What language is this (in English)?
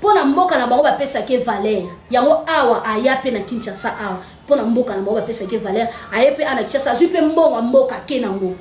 Lingala